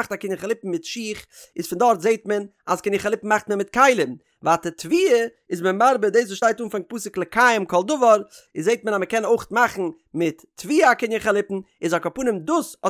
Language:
Yiddish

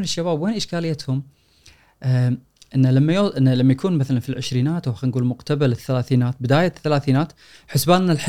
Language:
Gulf Arabic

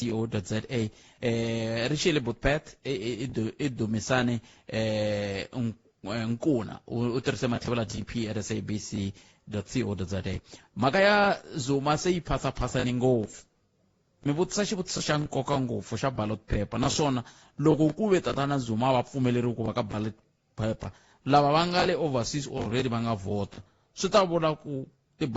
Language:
Tsonga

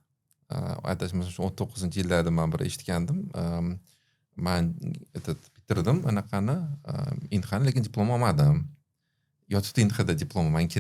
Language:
Uzbek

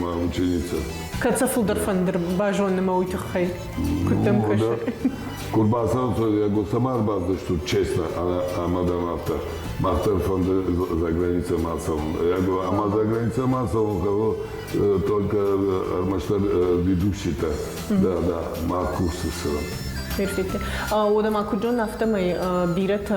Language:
Ossetic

